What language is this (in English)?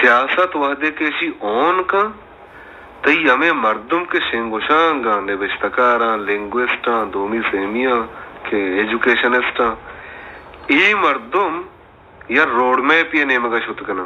Baluchi